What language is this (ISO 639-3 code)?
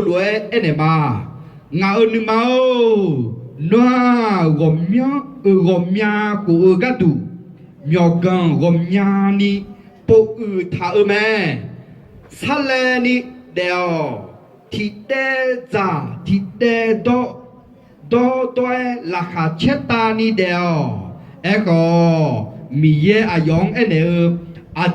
ahk